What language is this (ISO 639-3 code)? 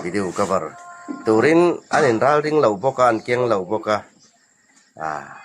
hmr